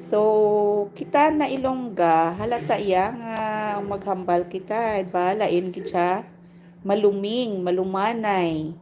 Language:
Hiligaynon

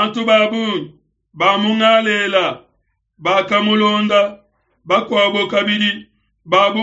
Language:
Luba-Lulua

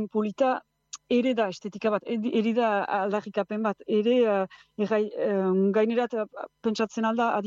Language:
Basque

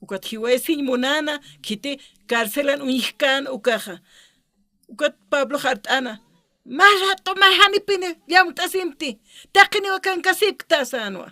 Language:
Aymara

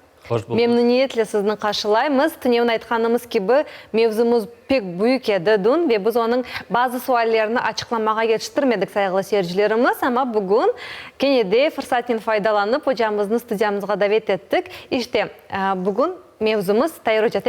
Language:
Crimean Tatar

